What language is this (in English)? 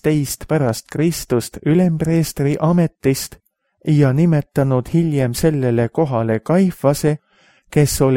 Estonian